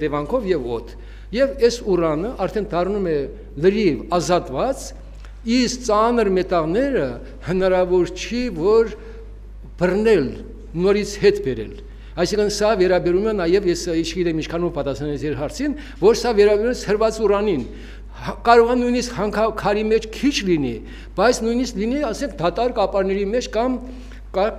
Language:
Armenian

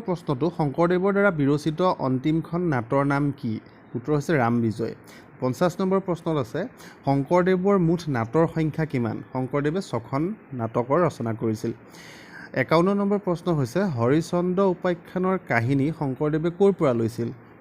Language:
Assamese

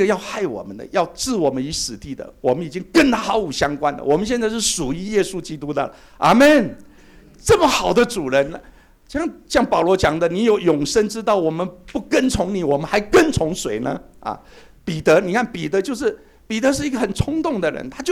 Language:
Chinese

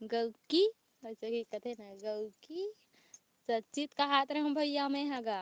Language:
Chhattisgarhi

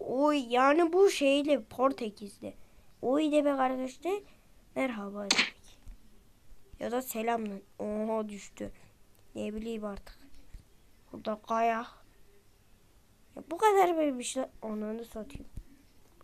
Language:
Turkish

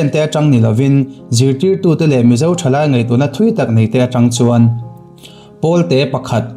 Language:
Mizo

